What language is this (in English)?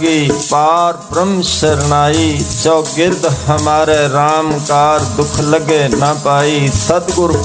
Punjabi